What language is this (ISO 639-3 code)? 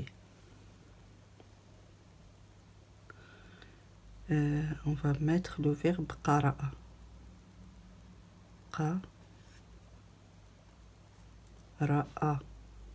fra